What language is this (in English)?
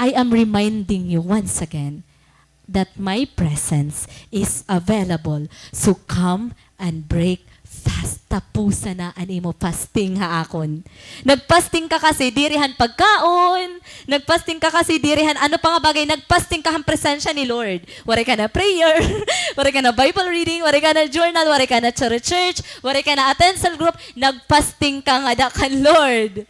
Waray